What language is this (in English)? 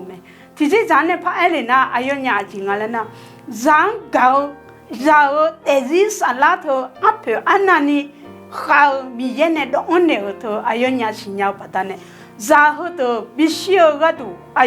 Akha